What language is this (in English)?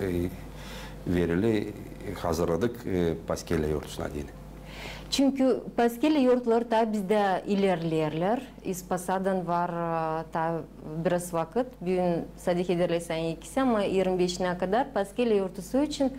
Gagauz